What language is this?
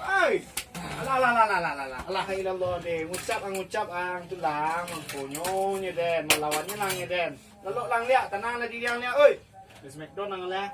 Minangkabau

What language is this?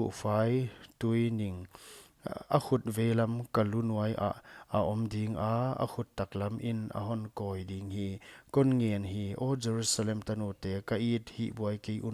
Paite Chin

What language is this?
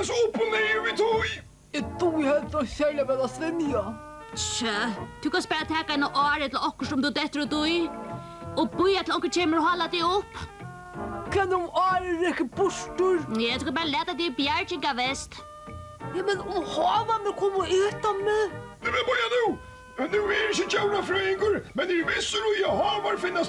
Faroese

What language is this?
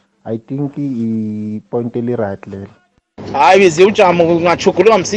South Ndebele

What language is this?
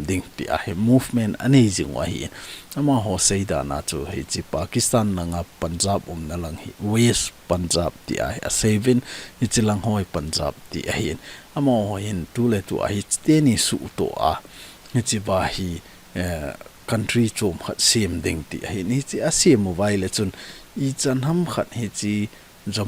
Thado Chin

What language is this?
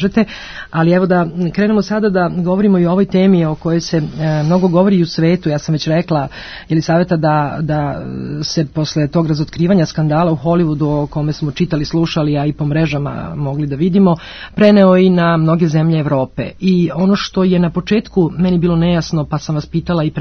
Serbian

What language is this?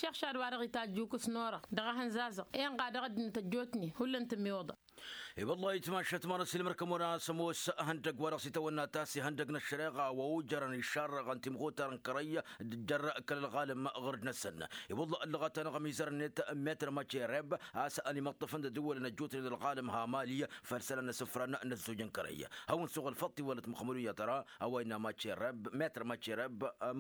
Tamasheq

